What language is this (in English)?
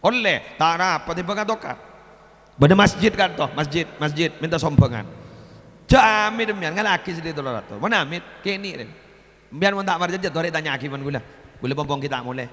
Madurese